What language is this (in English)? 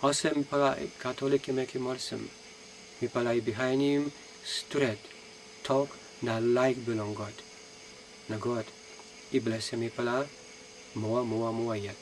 Tok Pisin